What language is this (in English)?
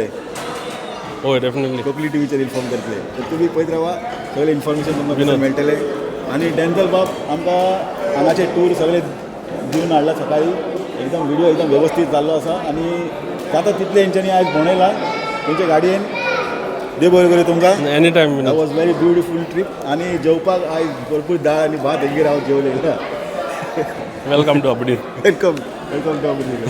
Konkani